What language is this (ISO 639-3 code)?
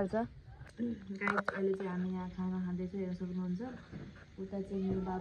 nep